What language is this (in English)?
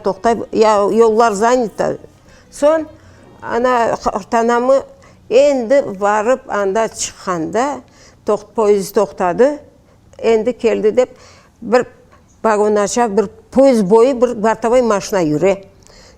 Crimean Tatar